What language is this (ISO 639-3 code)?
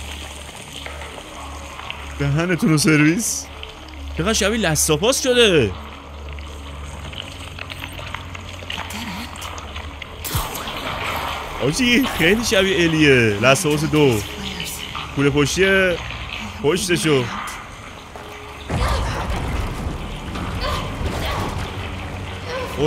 fas